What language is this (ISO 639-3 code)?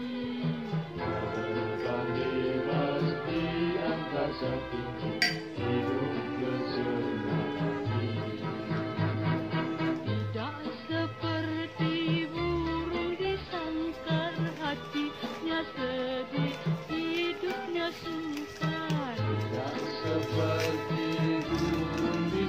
msa